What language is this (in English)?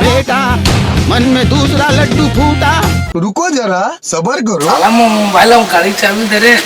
Chhattisgarhi